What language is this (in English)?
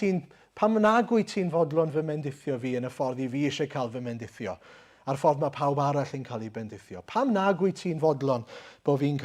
Welsh